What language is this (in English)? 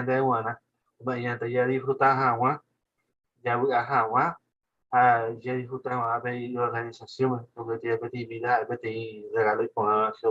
Guarani